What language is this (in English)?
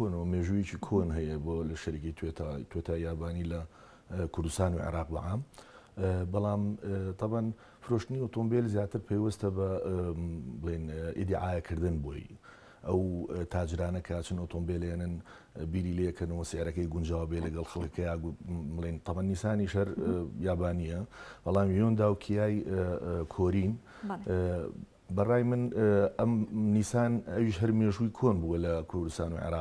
Central Kurdish